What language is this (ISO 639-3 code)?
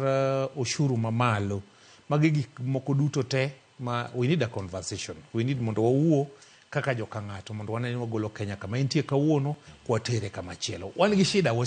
luo